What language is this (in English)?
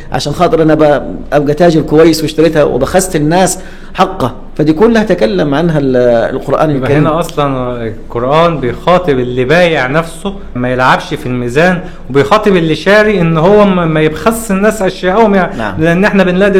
Egyptian Arabic